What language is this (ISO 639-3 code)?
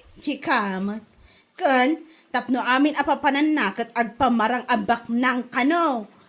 ilo